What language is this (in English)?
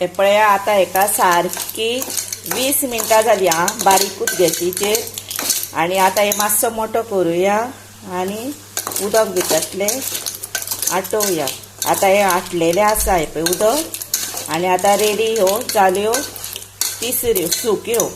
Konkani